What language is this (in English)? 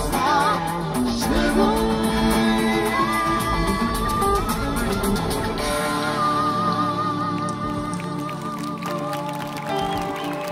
Bulgarian